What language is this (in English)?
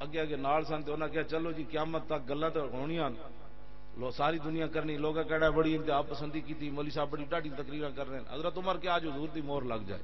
Western Panjabi